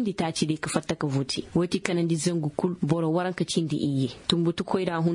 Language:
Koyraboro Senni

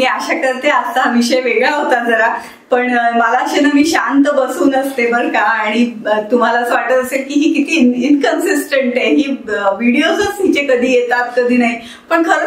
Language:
Marathi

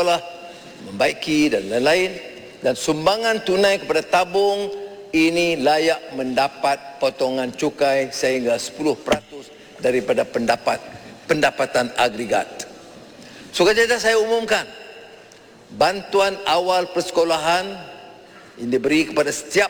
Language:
Malay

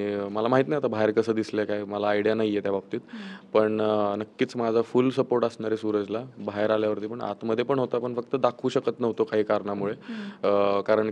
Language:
Marathi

